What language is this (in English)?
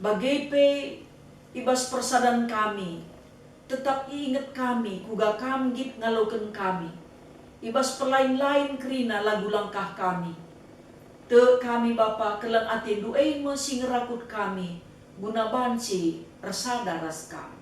Batak Karo